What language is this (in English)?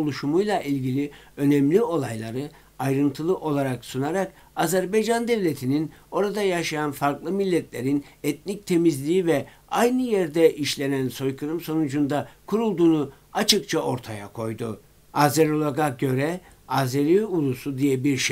Turkish